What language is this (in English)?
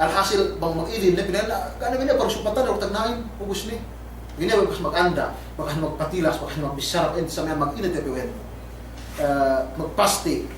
Yakan